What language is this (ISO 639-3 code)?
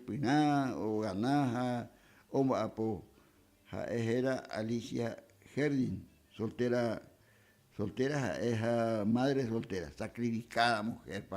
grn